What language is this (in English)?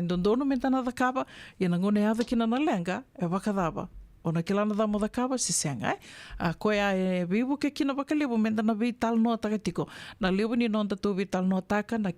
Fijian